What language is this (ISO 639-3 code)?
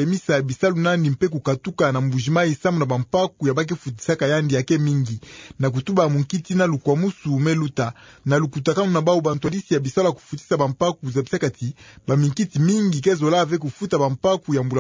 ktu